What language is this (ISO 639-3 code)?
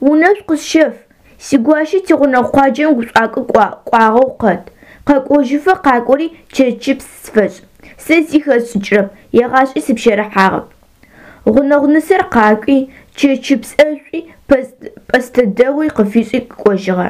ady